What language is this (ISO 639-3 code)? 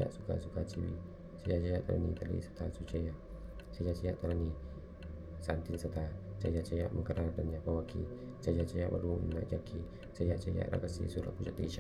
pli